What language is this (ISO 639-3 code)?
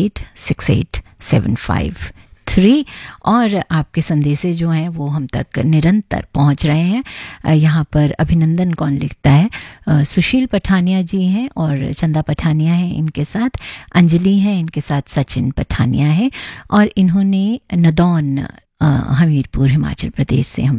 hin